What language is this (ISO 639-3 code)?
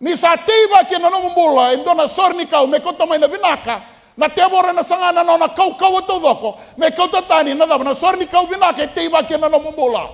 fij